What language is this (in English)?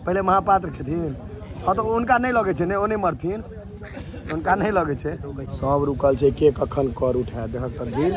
Maithili